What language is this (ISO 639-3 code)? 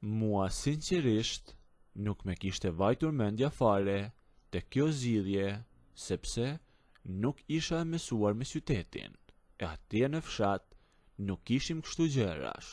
sqi